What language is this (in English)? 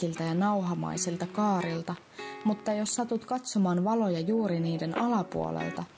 Finnish